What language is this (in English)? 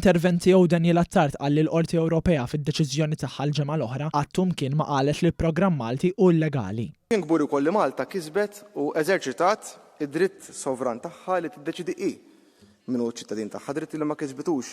Maltese